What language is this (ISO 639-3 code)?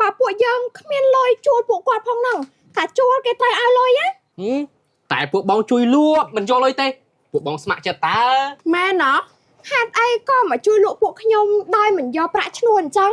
khm